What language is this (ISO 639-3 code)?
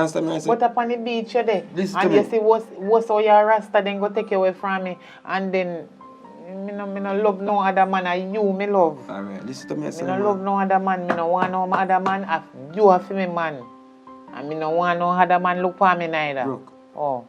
jam